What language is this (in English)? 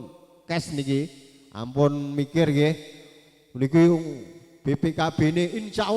Javanese